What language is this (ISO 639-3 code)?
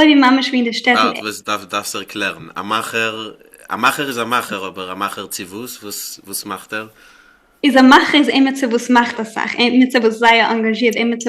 yid